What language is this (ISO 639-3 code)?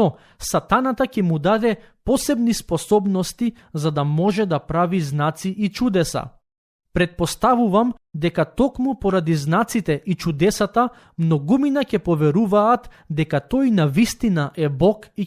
mkd